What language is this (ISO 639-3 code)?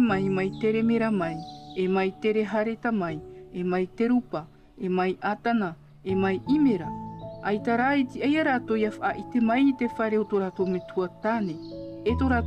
tah